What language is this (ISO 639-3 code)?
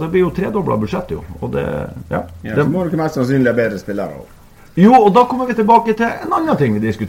nor